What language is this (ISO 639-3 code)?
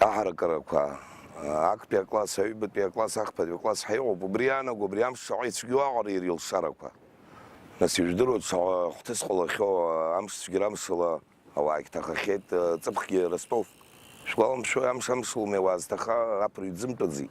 abk